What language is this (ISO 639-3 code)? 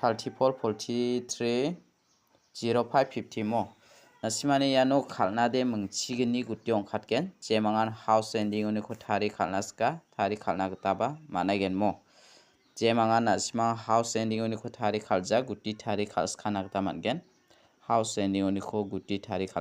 grt